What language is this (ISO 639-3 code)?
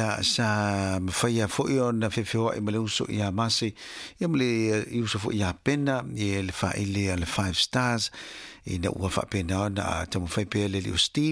smo